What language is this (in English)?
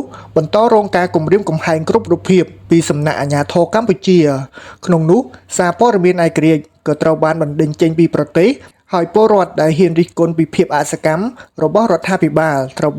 Khmer